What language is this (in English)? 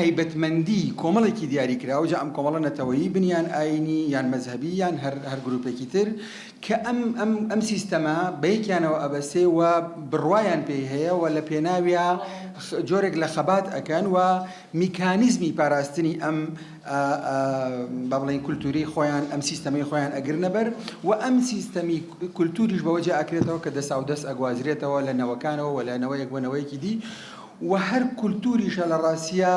Central Kurdish